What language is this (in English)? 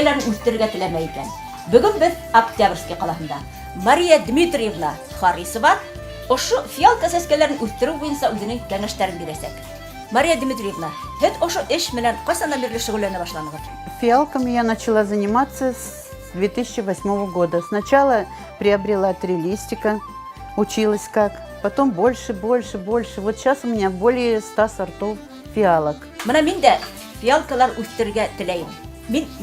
Bashkir